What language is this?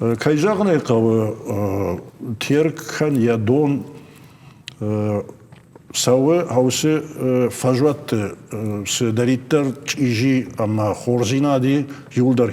Ossetic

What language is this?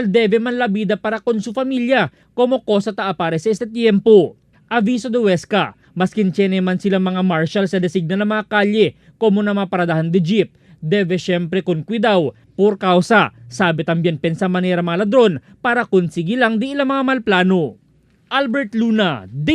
Chavacano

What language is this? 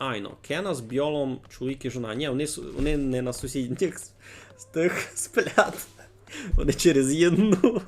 Rusyn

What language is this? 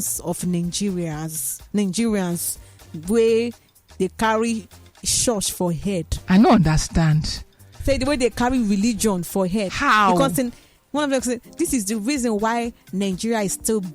Nigerian Pidgin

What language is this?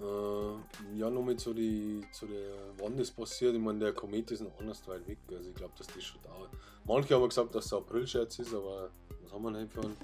Bavarian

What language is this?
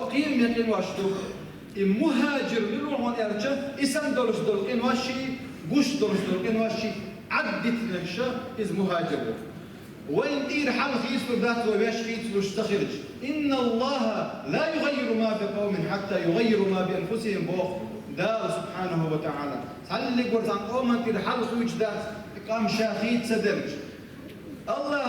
Chechen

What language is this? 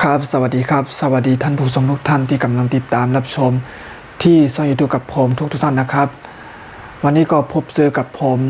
Shan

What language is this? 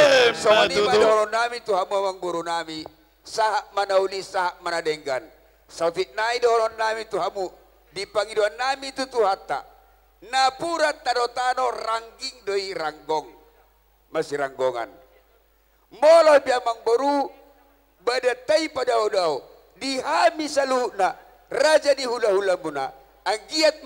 Batak Toba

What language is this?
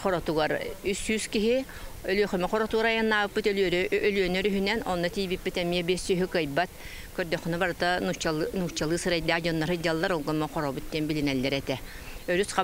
Yakut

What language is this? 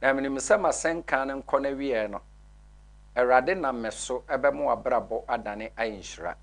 Akan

